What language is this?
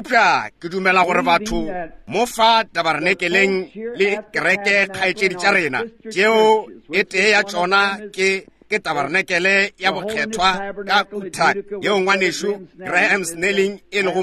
Northern Sotho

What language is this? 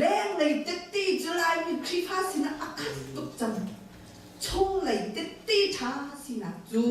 Hakha Chin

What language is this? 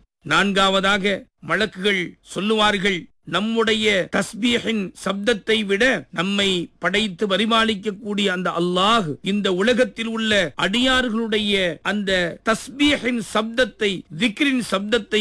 Tamil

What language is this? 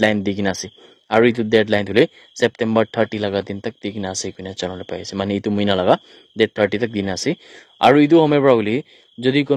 Naga Pidgin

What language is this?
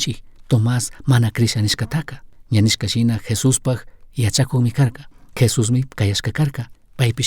Chimborazo Highland Quichua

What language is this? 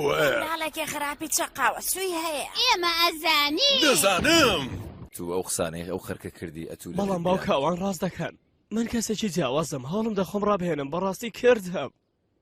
Central Kurdish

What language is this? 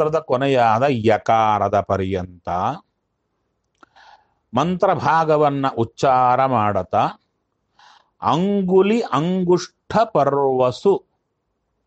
Kannada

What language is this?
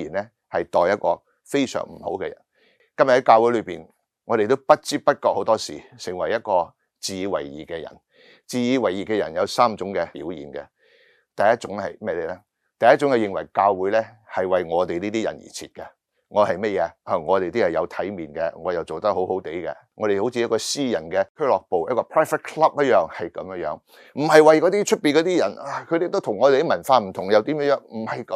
Cantonese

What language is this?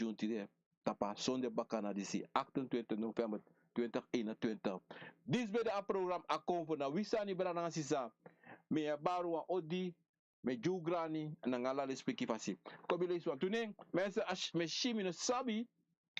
Sranan Tongo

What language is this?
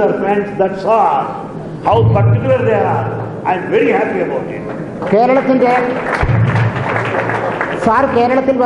Malayalam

